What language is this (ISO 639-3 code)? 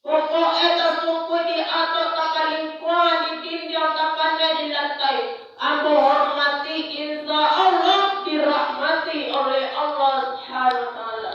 min